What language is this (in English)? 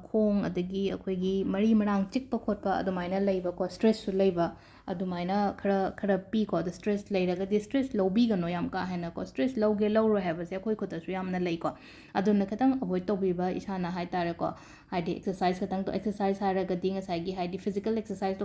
Manipuri